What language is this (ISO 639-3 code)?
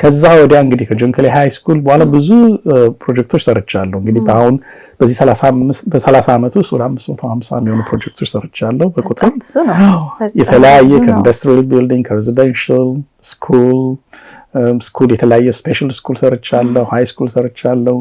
amh